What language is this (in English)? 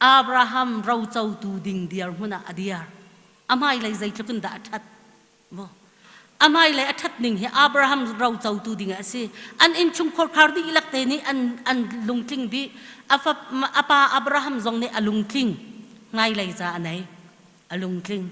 Hakha Chin